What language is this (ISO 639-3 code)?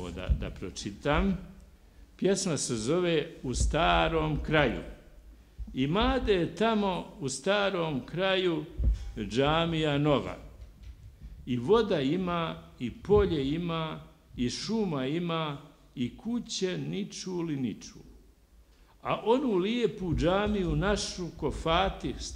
bos